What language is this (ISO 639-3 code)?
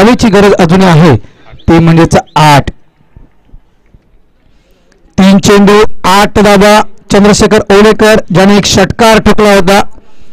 mar